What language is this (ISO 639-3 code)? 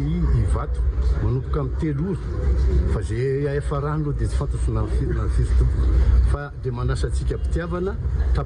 mlg